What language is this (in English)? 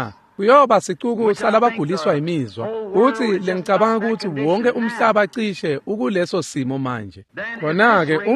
Swati